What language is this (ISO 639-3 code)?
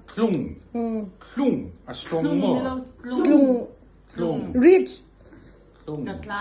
hmr